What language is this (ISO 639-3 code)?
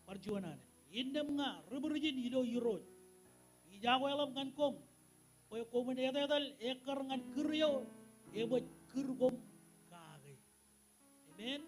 mah